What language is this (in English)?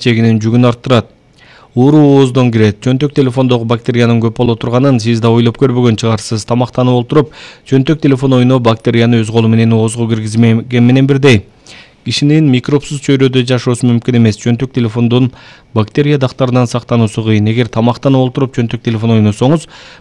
Kyrgyz